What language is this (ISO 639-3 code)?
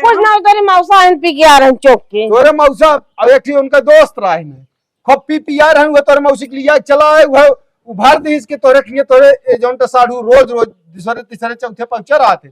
awa